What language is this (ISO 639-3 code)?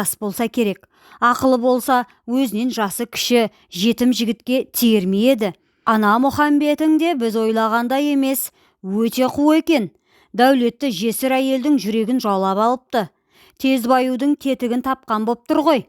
kaz